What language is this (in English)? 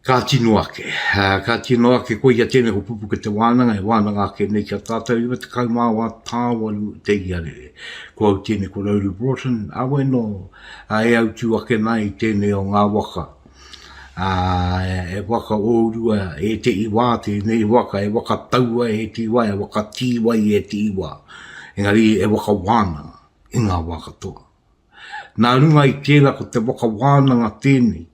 Māori